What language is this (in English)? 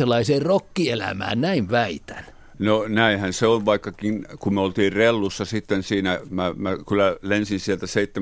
Finnish